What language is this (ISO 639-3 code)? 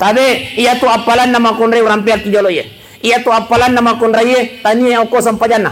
bug